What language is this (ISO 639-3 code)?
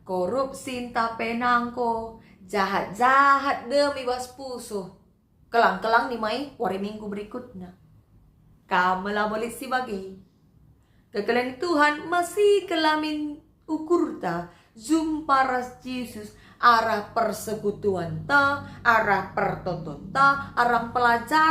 btx